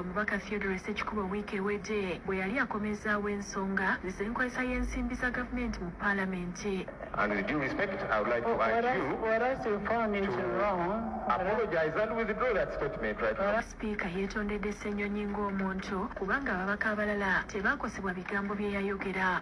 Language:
Ganda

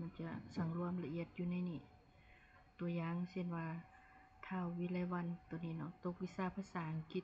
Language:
Lao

